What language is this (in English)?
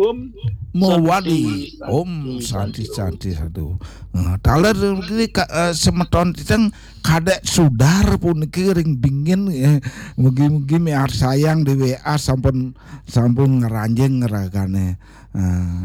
Balinese